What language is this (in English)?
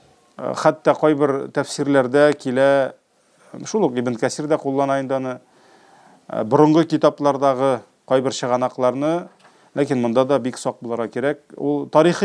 Tatar